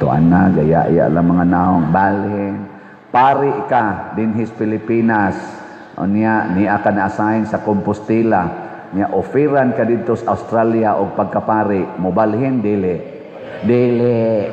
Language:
Cebuano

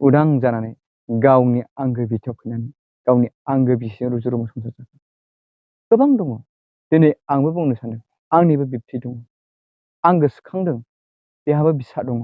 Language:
Bodo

